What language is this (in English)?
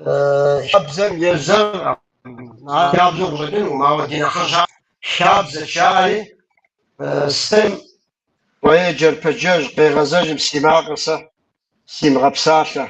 Kabardian